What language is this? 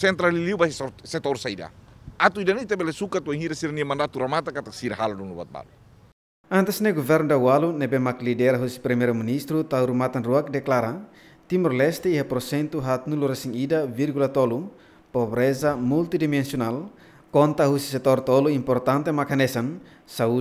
Tetum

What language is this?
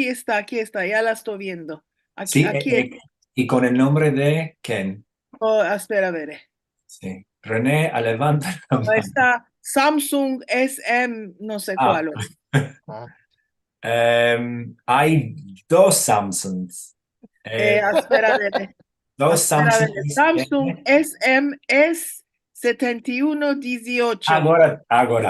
Ladino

